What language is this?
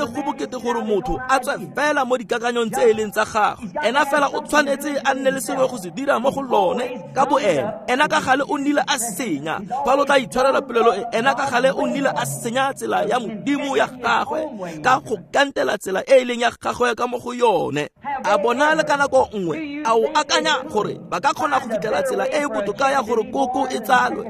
Tswana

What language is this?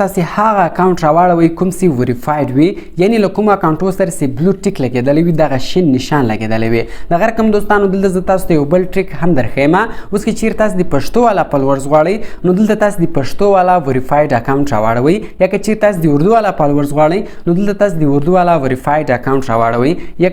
Pashto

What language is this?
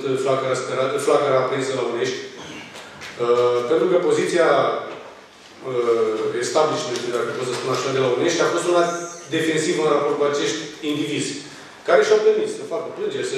Romanian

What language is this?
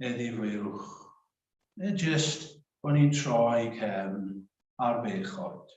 Welsh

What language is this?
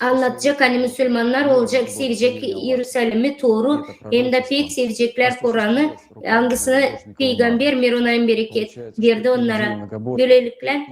Gagauz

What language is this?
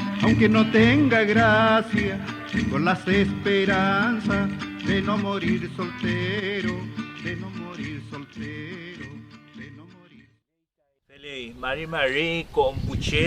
Mapuche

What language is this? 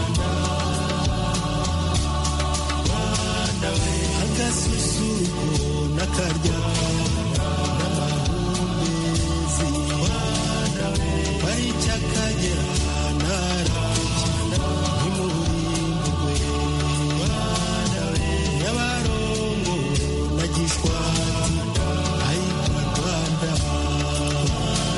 Kinyarwanda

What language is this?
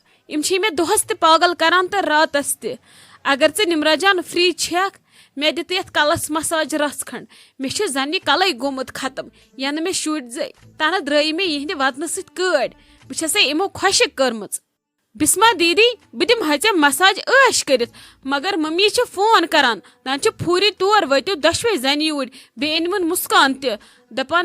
Kashmiri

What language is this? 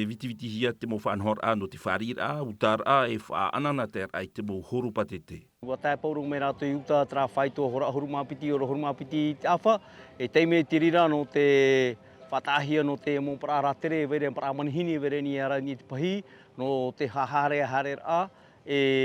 Tahitian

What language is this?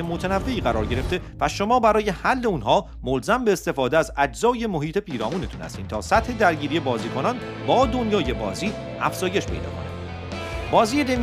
Persian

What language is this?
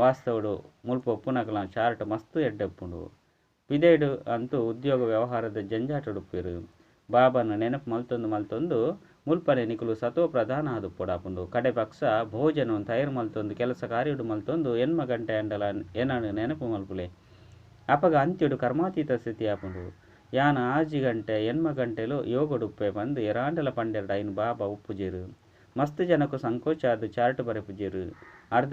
Tulu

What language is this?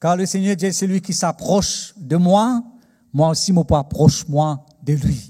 Morisyen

